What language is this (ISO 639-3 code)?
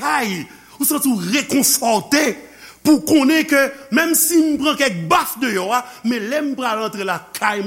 hat